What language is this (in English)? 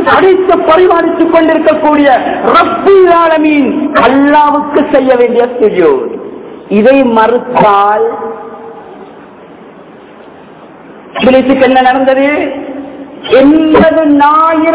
Tamil